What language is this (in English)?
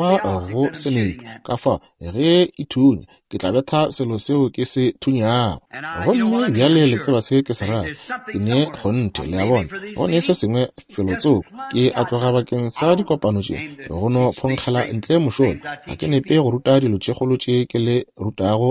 Northern Sotho